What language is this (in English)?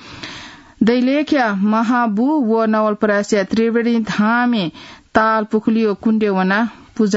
Newari